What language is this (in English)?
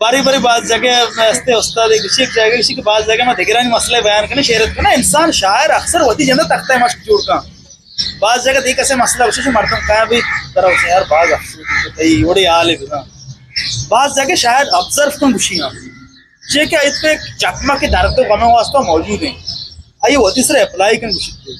Eastern Balochi